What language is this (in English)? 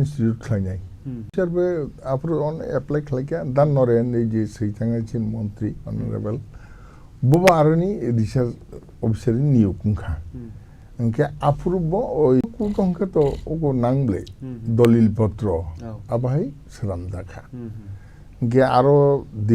Kok Borok